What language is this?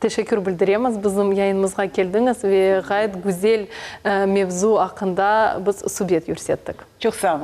Crimean Tatar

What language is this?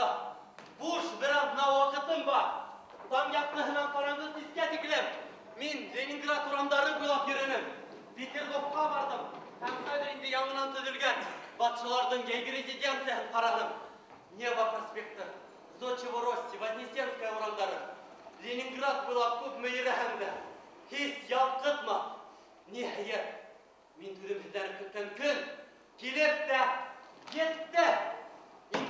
Bashkir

